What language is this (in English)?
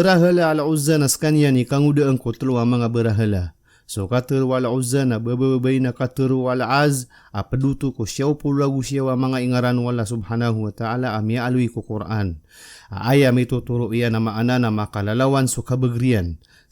Maranao